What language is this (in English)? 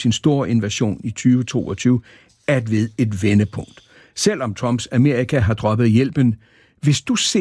Danish